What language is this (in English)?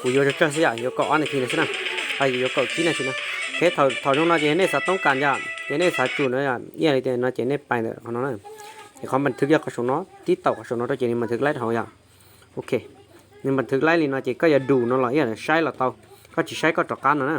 Hmong